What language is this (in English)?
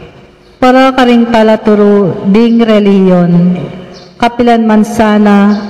Pampanga